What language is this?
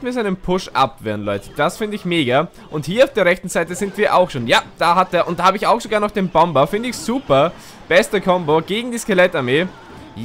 German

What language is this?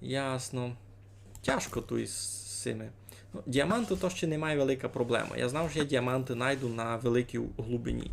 Rusyn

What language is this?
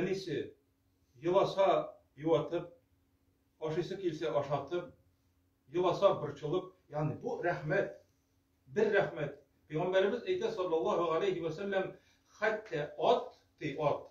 Tatar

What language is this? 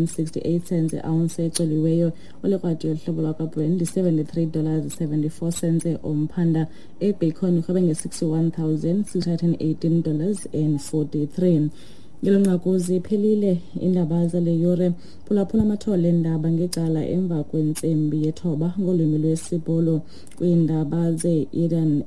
Xhosa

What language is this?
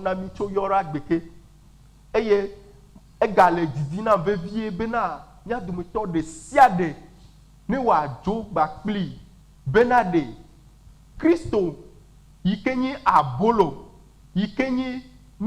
Ewe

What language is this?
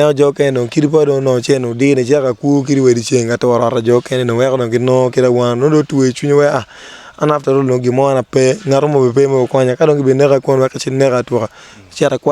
Acoli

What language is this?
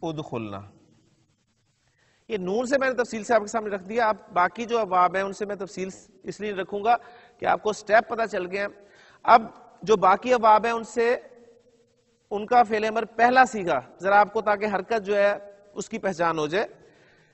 Urdu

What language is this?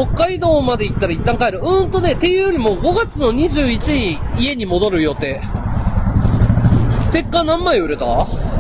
Japanese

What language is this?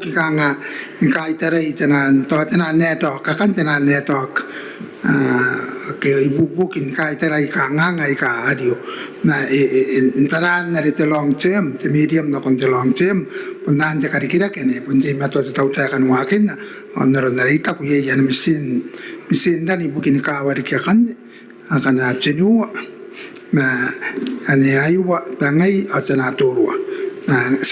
Gilbertese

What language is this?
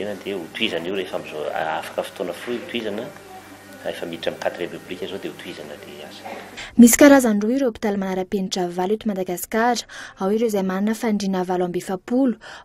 Malagasy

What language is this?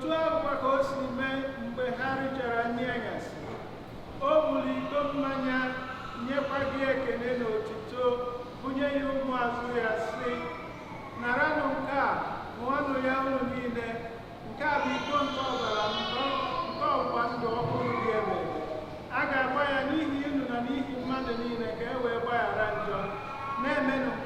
Igbo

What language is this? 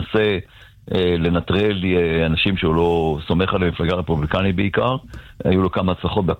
Hebrew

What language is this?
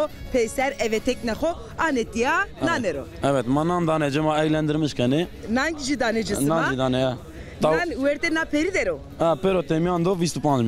Zaza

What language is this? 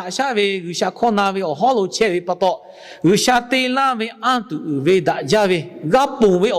Lahu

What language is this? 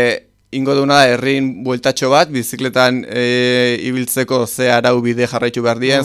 Basque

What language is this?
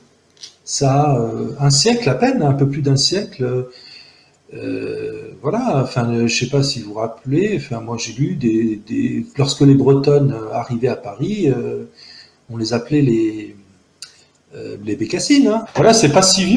French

